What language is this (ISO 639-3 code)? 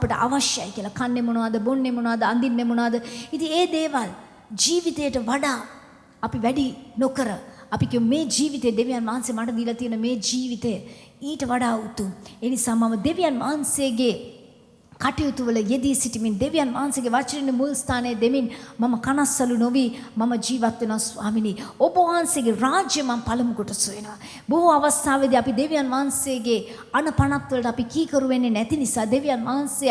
sin